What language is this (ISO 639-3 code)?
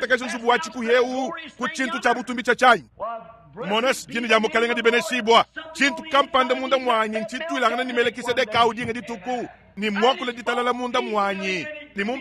lua